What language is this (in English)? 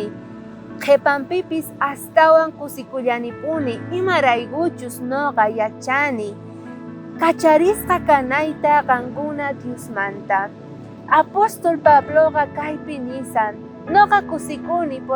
South Bolivian Quechua